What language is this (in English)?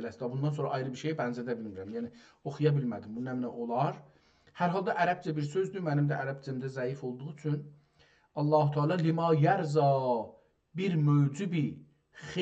South Azerbaijani